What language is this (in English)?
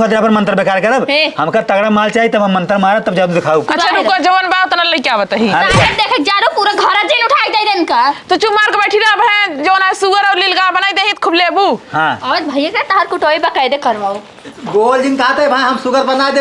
Awadhi